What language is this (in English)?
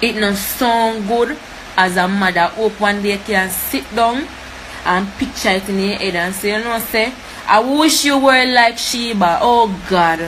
Jamaican Creole English